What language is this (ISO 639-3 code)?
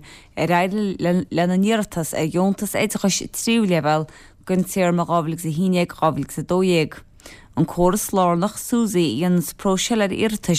gle